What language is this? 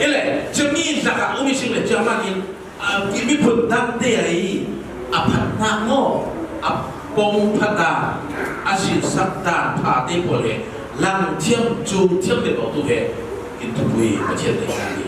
Falam Chin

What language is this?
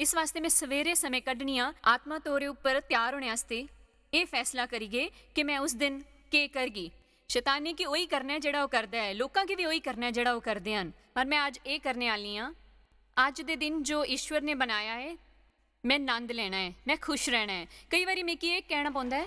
Dogri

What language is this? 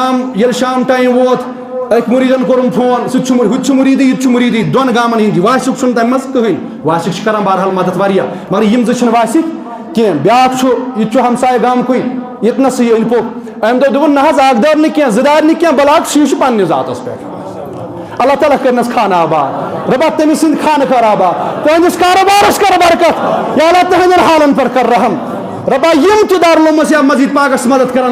Kashmiri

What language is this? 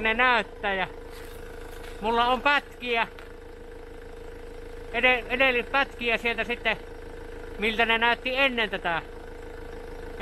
Finnish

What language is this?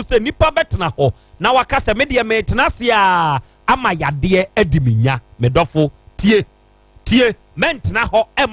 Akan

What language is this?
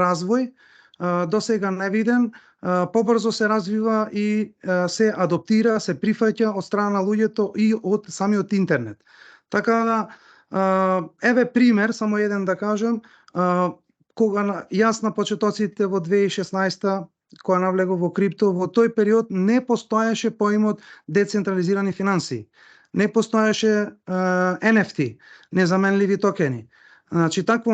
Macedonian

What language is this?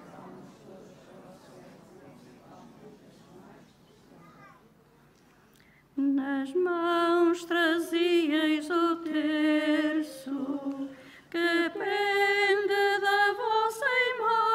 Portuguese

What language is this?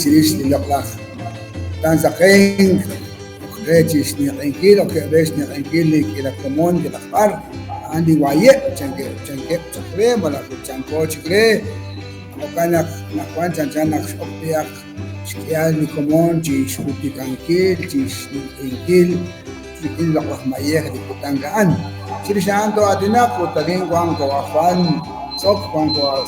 Kekchí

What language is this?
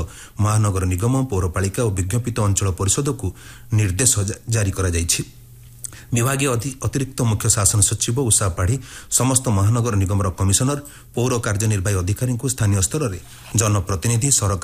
Odia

